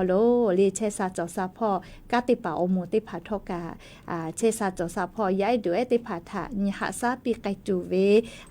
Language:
Lahu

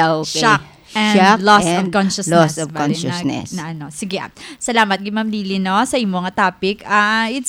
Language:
Hiligaynon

